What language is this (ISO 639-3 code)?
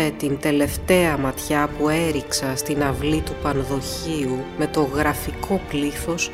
ell